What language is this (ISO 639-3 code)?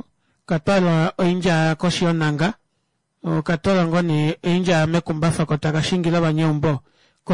kua